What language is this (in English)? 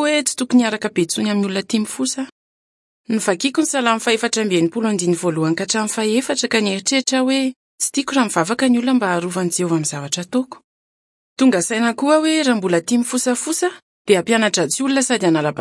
Malagasy